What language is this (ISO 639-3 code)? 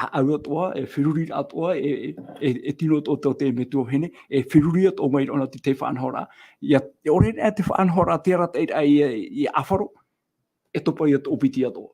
tah